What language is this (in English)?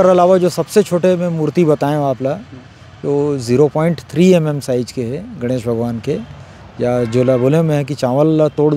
Chhattisgarhi